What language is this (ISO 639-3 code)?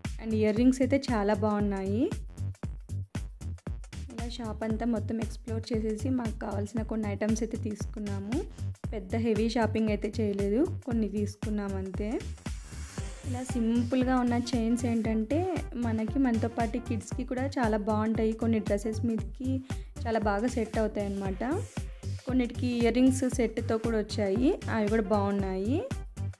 tel